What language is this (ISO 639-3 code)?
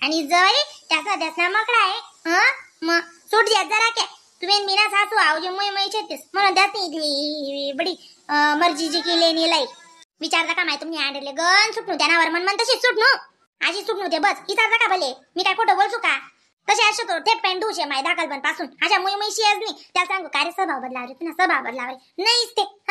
khn